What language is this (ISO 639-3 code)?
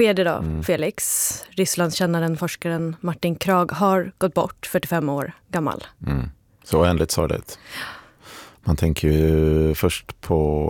swe